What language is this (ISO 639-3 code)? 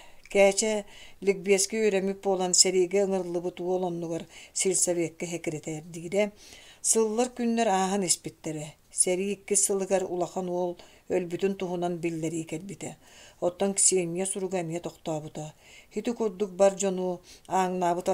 sah